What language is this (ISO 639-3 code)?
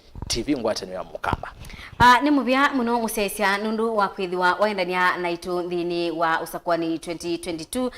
kam